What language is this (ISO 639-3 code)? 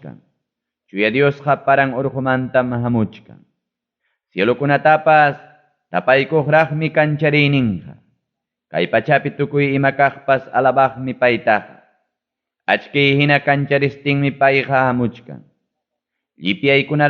quy